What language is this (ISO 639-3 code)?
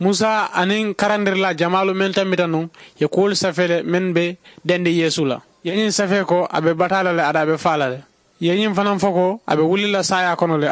man